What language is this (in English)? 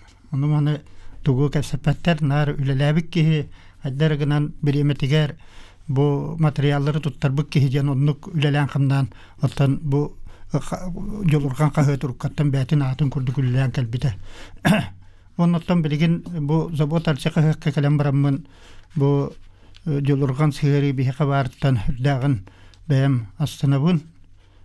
Yakut